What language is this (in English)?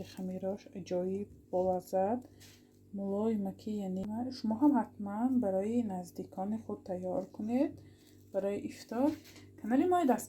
Tajik